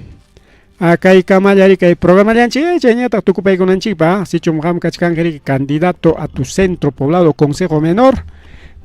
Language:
Ayacucho Quechua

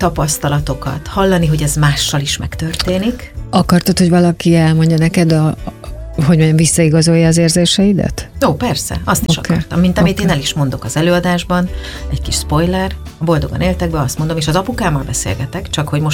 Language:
Hungarian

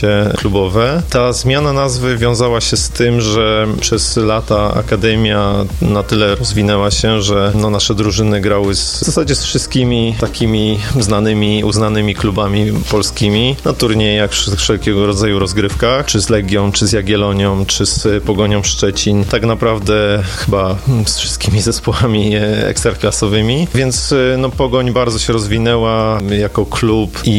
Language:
Polish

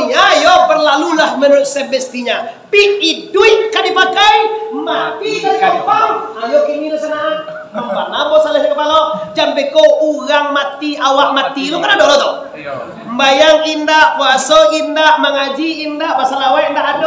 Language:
Minangkabau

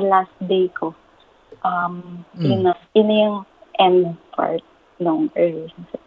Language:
Filipino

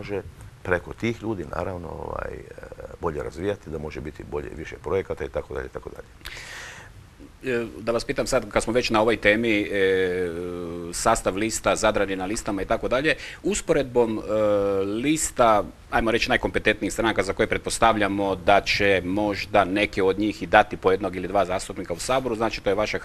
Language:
Croatian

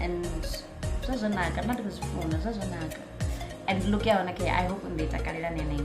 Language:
Venda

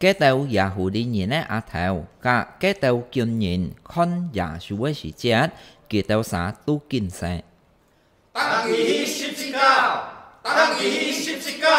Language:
Hakka Chinese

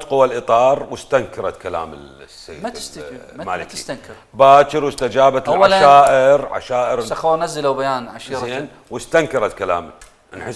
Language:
Mesopotamian Arabic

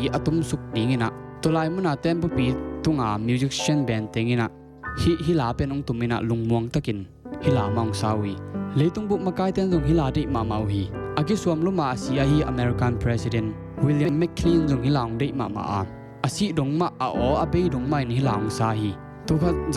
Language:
Tedim Chin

